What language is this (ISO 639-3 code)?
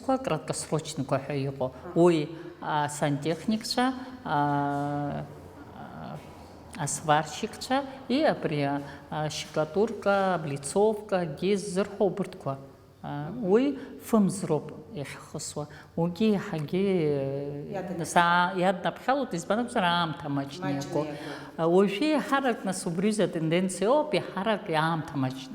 abk